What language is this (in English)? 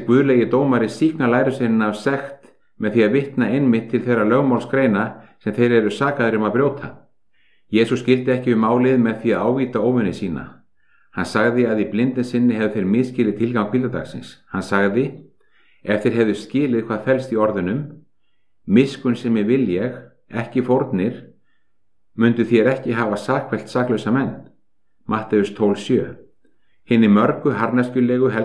Icelandic